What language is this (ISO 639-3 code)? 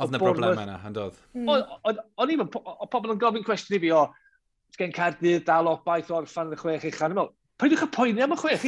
cym